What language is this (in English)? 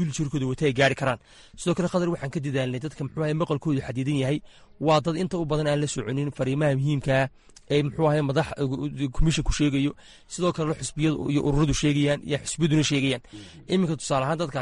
Somali